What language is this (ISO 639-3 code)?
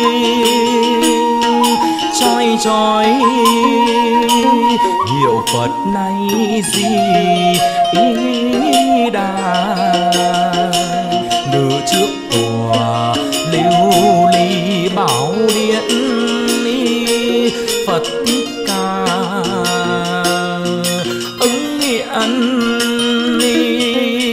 vie